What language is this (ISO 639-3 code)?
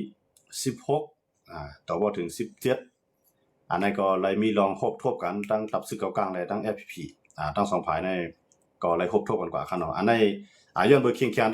shn